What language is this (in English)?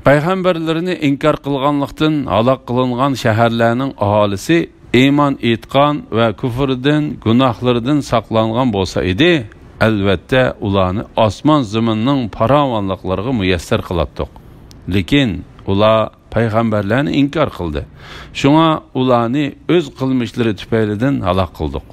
Uyghur